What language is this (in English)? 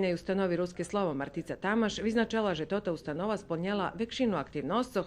Rusyn